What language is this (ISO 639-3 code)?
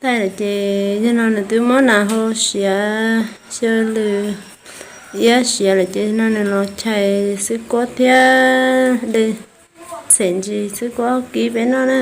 hmn